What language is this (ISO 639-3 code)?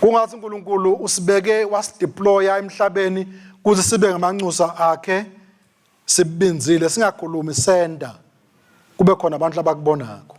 ssw